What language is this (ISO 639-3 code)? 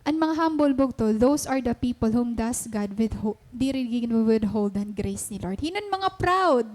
war